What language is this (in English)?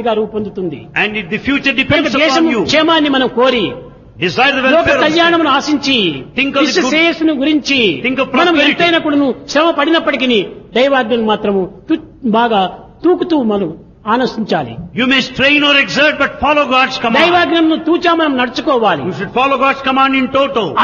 Telugu